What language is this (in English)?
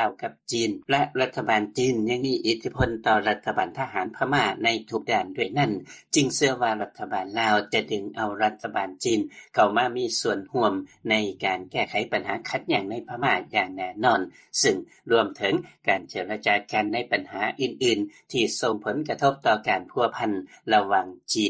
Lao